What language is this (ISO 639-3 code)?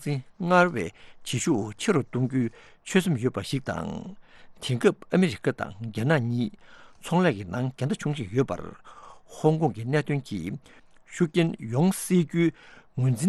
bod